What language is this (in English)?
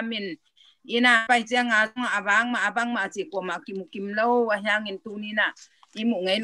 Tedim Chin